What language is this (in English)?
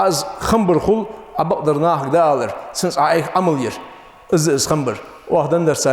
Ingush